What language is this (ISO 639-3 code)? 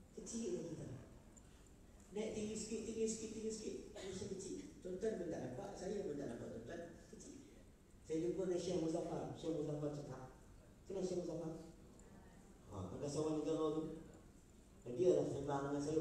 msa